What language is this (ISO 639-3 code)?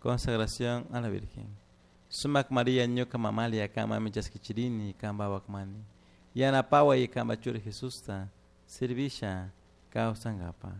qug